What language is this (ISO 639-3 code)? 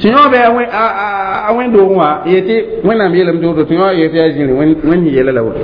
mos